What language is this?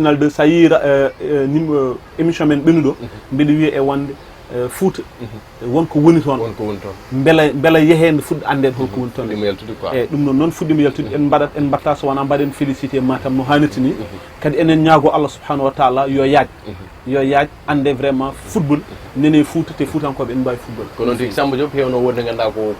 Fula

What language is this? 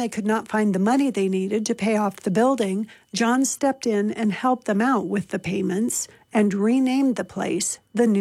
English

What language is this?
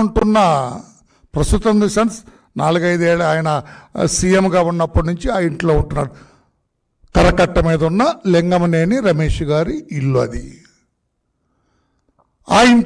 Telugu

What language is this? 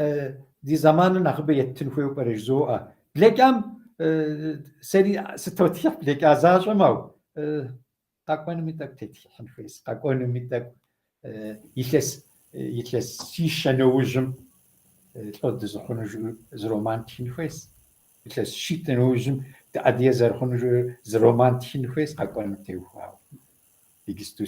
Kabardian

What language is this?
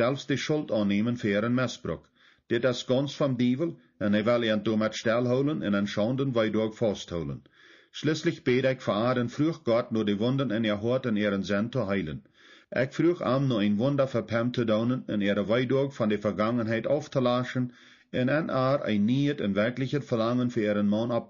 Plautdietsch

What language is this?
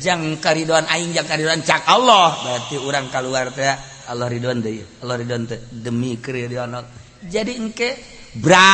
Sundanese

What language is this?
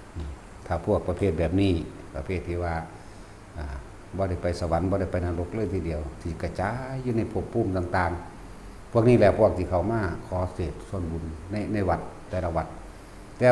Northeastern Thai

